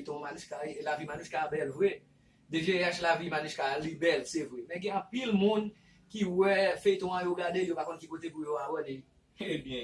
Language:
Haitian Creole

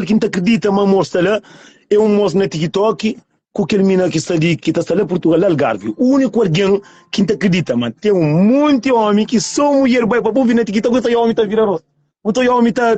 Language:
Kabuverdianu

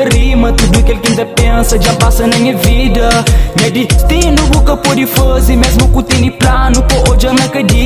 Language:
Kabuverdianu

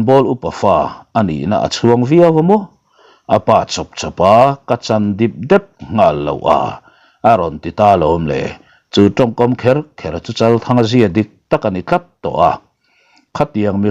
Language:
Mizo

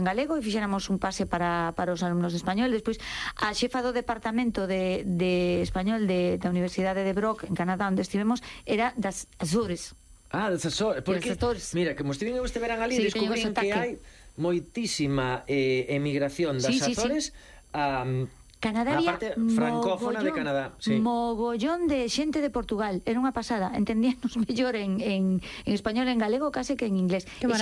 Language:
Galician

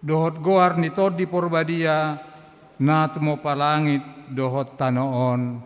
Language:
Batak Toba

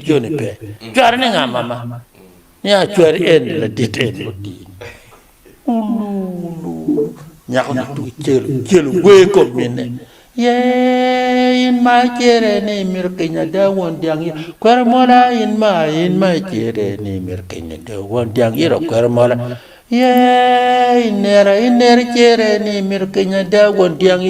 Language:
Acoli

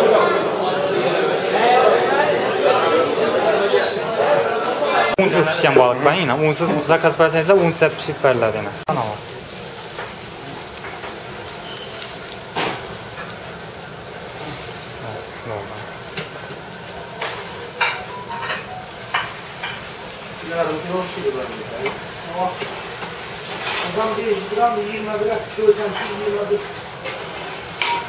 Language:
Turkish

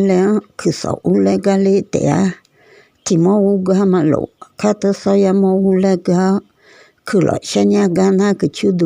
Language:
Akha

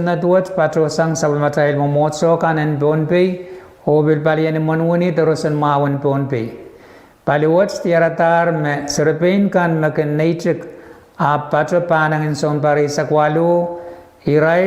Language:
Pohnpeian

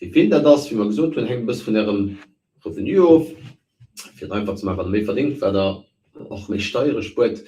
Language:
Luxembourgish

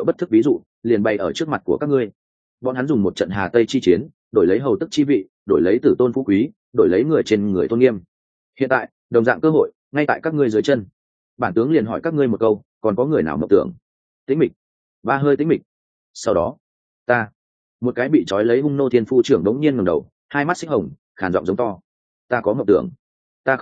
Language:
Vietnamese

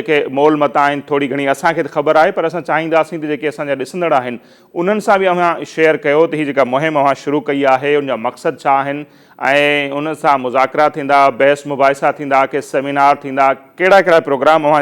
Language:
Sindhi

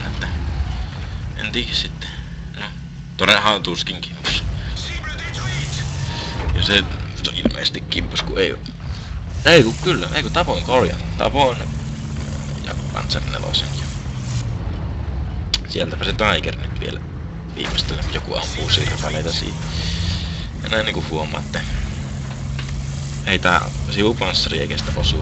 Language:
Finnish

